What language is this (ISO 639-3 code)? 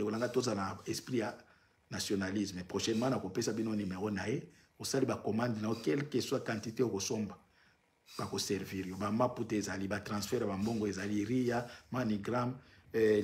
lin